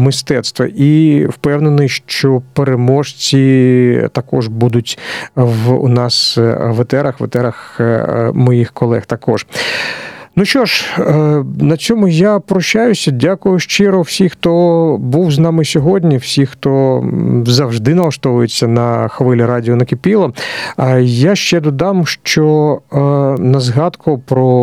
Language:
Ukrainian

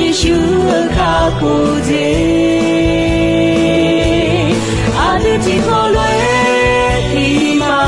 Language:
Akha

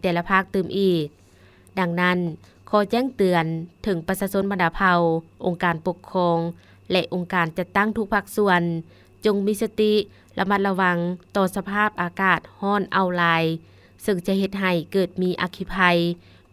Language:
Lao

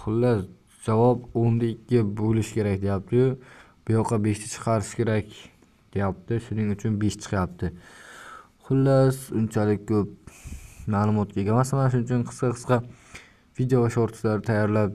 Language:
Uzbek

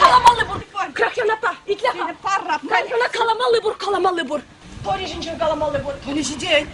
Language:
Chuvash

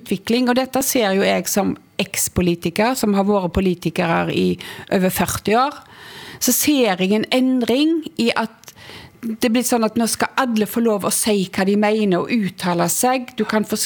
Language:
Norwegian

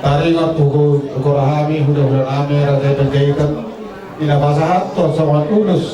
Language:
Batak Toba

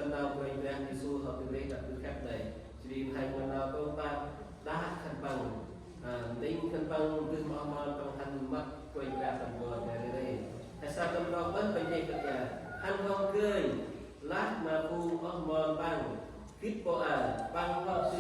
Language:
Central Mnong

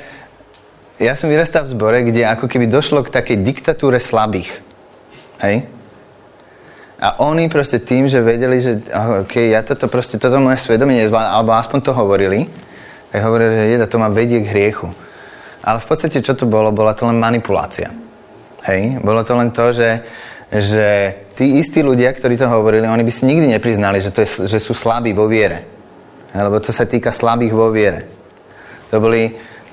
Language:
Slovak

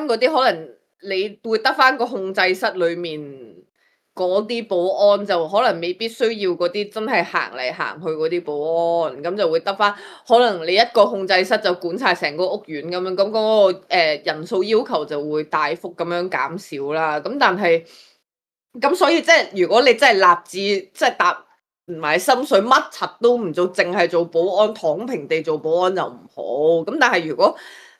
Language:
Cantonese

